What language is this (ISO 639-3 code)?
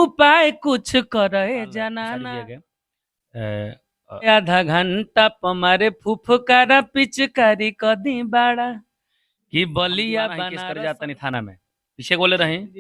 bho